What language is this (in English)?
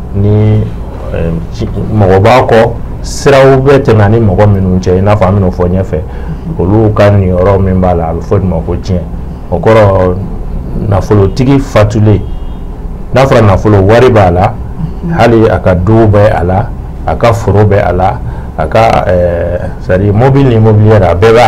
Bambara